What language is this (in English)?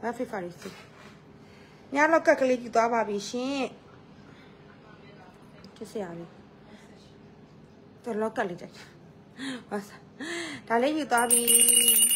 Burmese